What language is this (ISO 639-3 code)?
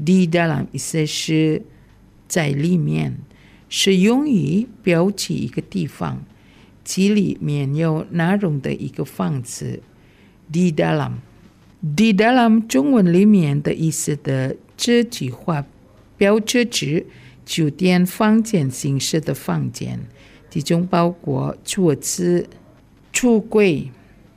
zho